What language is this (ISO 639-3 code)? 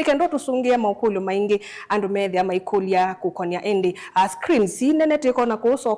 kam